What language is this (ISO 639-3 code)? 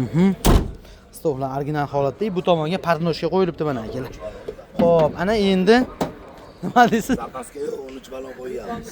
uzb